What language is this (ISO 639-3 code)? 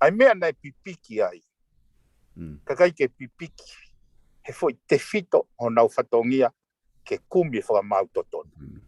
ton